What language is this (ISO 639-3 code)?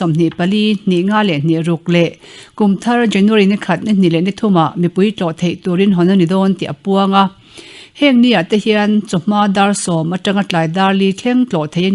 lus